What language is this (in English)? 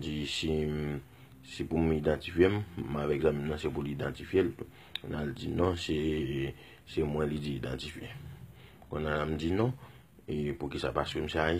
Haitian Creole